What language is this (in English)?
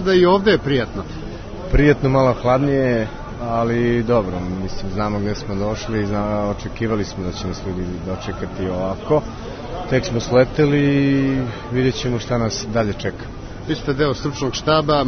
Serbian